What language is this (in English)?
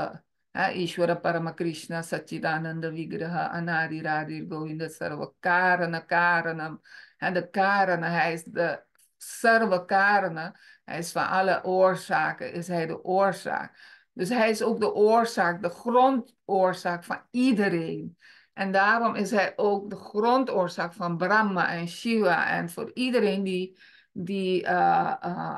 Dutch